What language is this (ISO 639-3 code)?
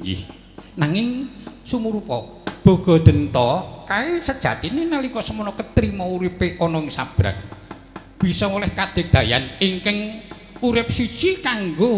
jav